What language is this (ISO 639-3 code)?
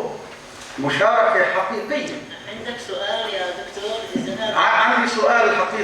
apc